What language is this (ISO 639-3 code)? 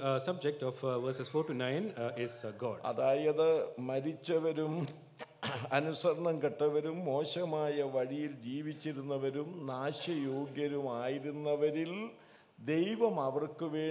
mal